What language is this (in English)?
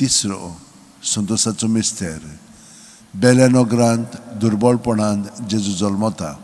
Konkani